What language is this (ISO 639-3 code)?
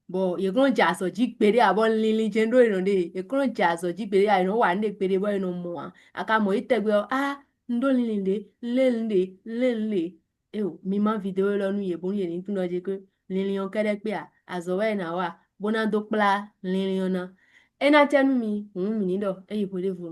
fon